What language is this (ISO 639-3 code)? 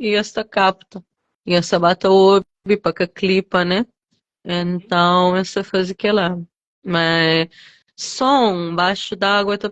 kea